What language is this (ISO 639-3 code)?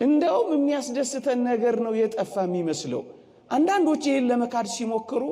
amh